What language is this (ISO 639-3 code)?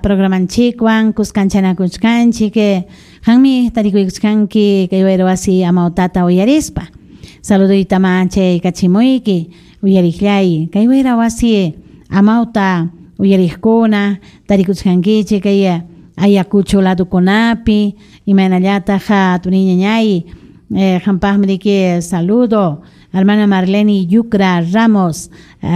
quy